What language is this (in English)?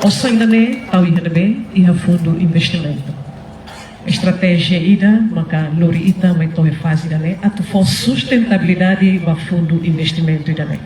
Tetum